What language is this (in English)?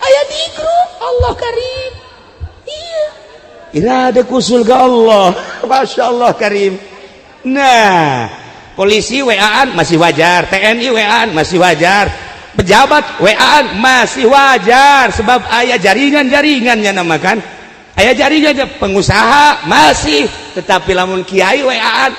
Sundanese